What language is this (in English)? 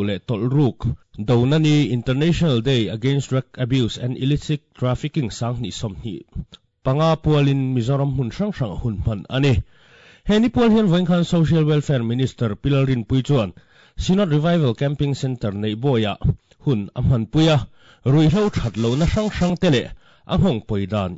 Mizo